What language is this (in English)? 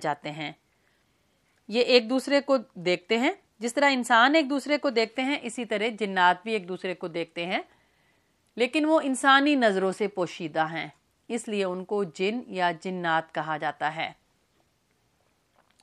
Urdu